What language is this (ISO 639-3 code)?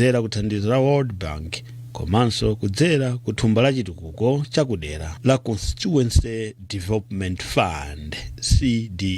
nya